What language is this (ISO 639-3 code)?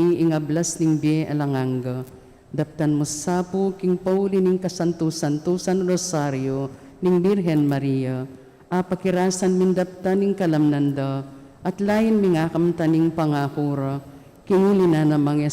pam